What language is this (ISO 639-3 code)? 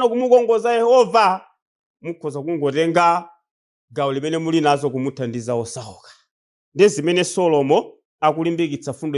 nya